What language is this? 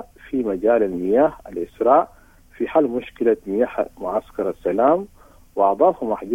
Sudanese Arabic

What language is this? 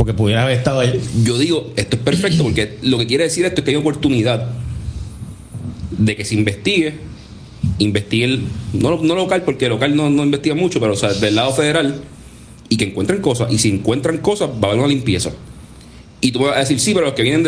Spanish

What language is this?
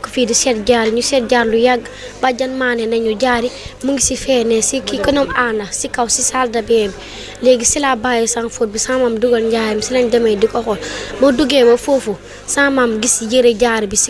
Wolof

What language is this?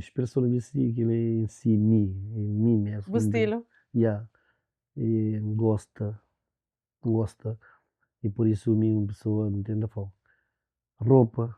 Kabuverdianu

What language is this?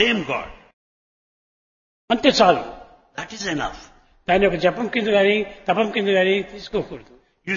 Telugu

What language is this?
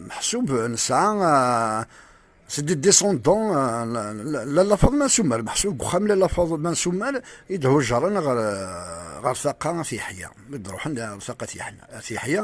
Kabyle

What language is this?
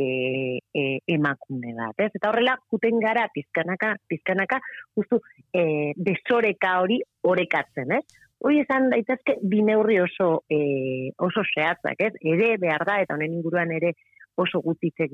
Basque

